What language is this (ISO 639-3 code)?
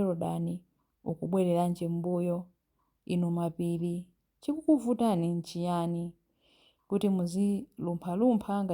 nya